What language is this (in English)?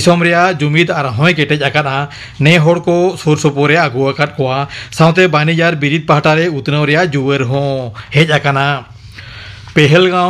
Santali